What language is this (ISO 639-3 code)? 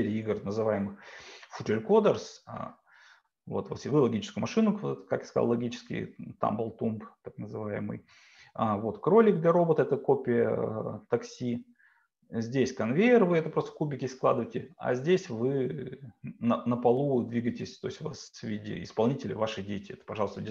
rus